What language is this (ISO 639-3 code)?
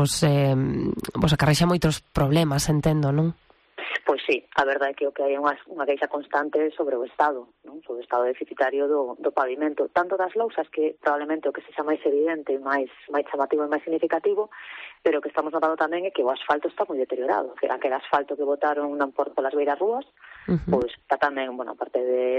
glg